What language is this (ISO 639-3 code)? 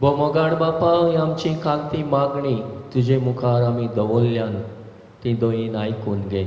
kok